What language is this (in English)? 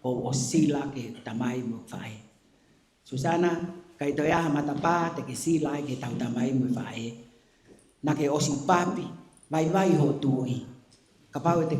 Tongan